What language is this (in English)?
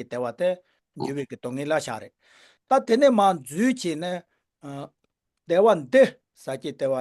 Tibetan